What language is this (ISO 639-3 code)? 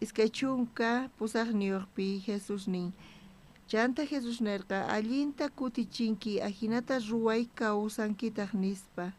quh